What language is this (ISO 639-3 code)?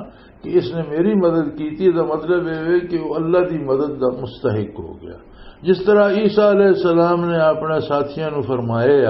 lah